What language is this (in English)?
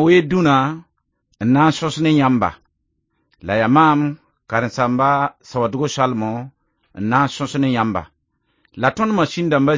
Mossi